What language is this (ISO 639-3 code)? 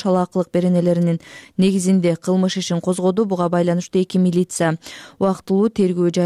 kir